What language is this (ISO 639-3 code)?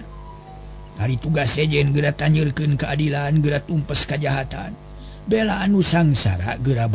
sun